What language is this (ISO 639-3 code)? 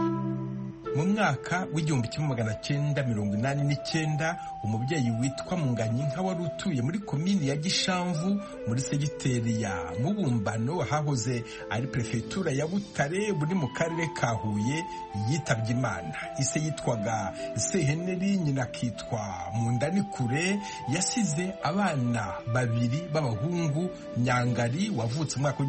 kin